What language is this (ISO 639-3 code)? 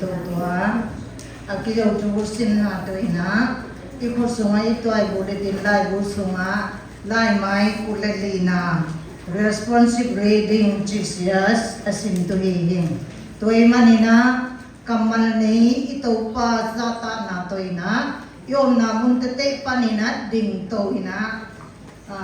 csy